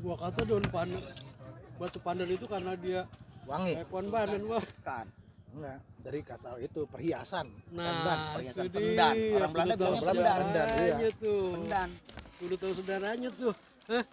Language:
Betawi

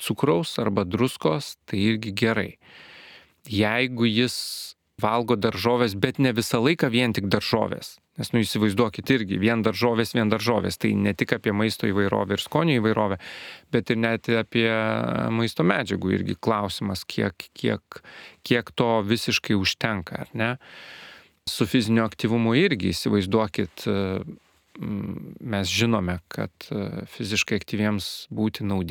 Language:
Lithuanian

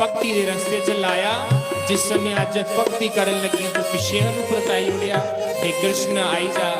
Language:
Dogri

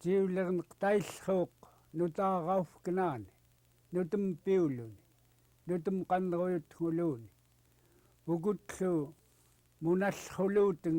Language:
Central Yupik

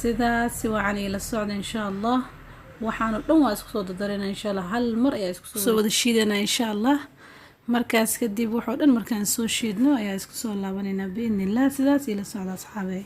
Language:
Somali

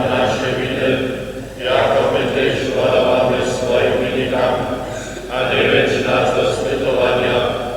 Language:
Upper Sorbian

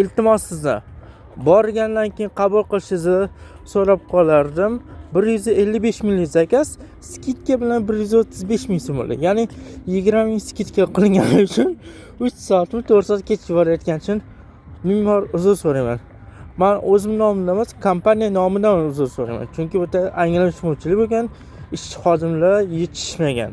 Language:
Uzbek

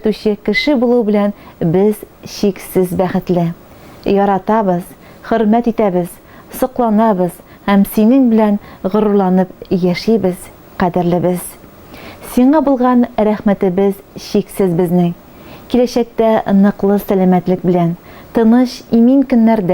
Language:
Tatar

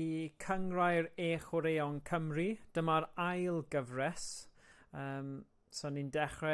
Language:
Welsh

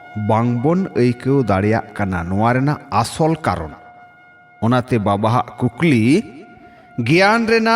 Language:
Santali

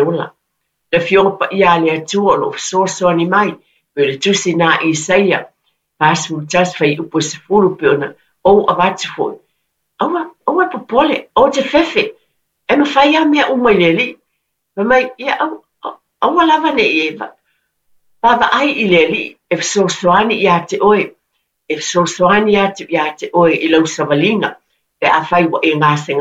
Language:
Samoan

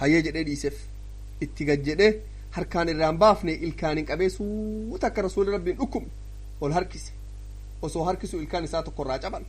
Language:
Oromo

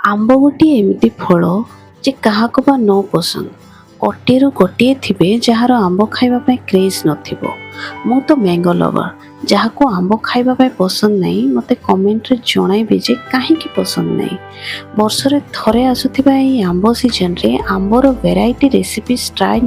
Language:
Odia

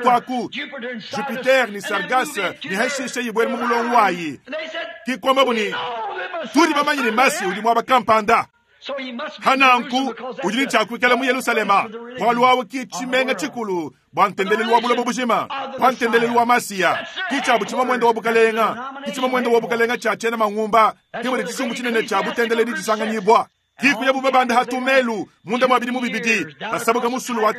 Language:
Luba-Lulua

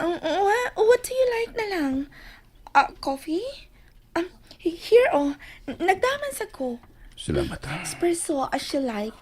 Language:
Cebuano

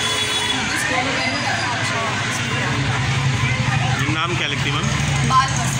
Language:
Hindi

